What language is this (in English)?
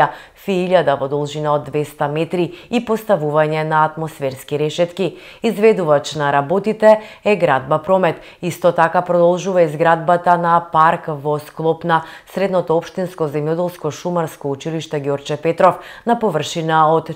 Macedonian